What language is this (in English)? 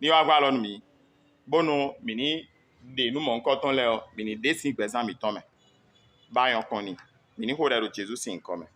Fon